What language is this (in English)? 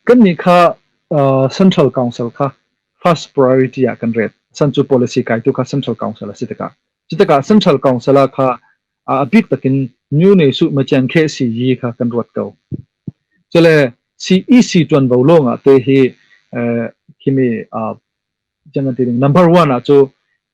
Hakha Chin